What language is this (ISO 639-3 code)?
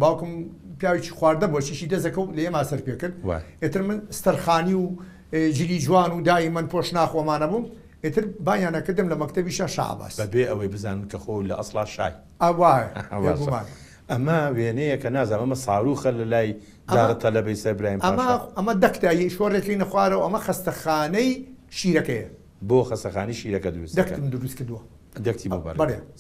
ckb